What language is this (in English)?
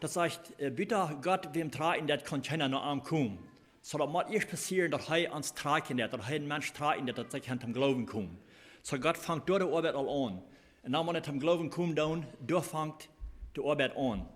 Plautdietsch